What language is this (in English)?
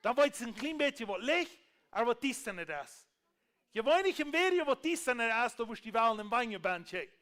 Plautdietsch